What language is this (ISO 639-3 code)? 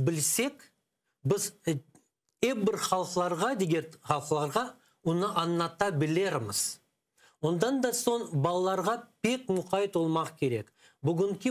crh